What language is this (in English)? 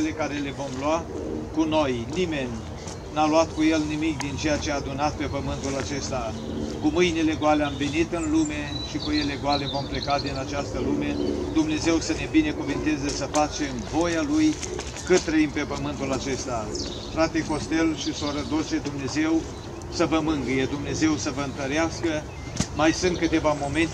Romanian